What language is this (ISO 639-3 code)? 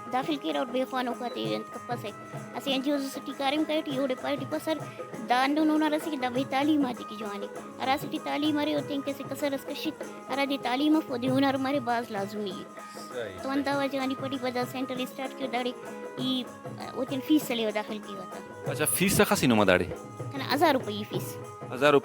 brh